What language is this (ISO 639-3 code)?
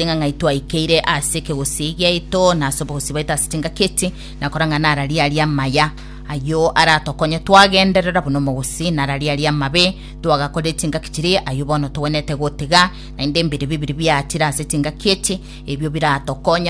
guz